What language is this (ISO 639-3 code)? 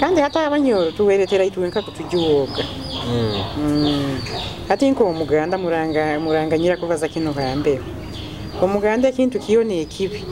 nyo